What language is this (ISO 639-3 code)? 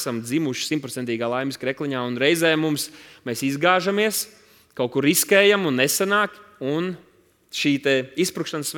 lav